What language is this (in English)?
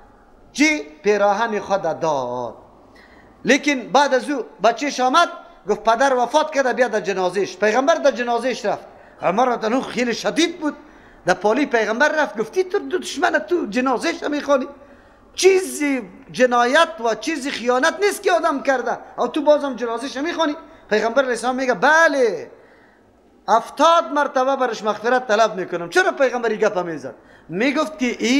Persian